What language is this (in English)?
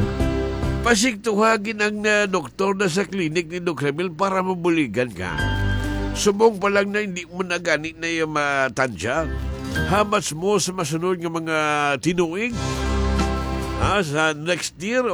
Hiligaynon